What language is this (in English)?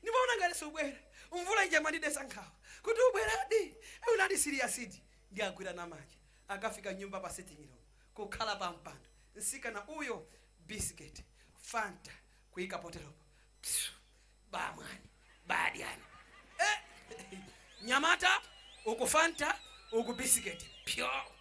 Nyanja